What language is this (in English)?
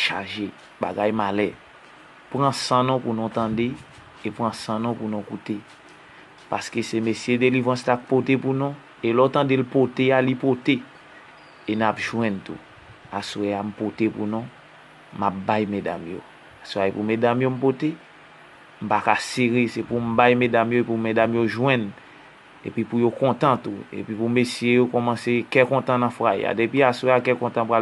Haitian Creole